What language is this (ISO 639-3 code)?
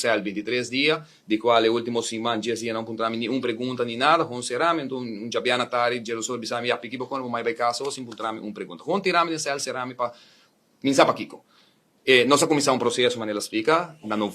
pap